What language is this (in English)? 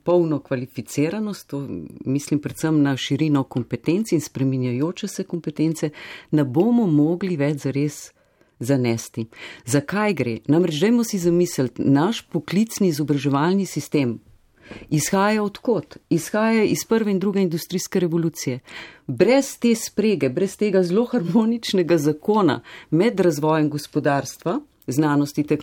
Slovenian